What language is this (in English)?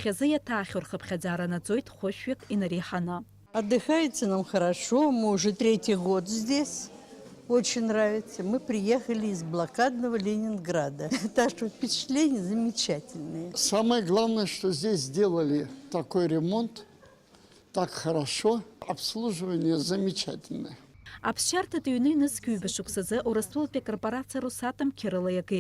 Abkhazian